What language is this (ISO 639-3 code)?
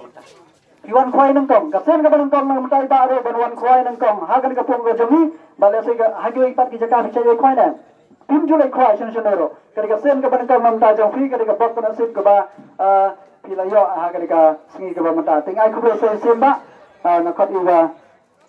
kha